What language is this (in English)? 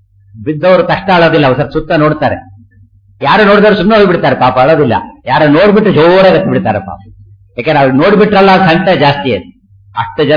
Kannada